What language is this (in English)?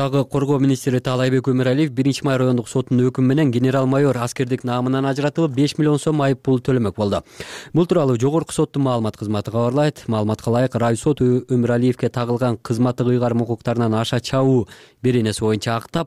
Kyrgyz